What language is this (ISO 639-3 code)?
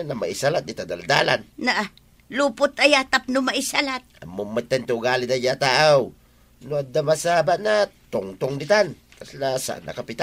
ilo